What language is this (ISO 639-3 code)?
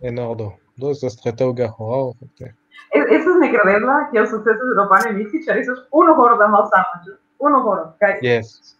epo